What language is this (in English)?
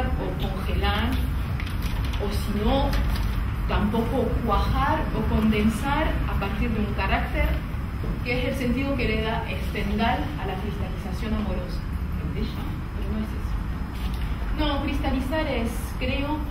Spanish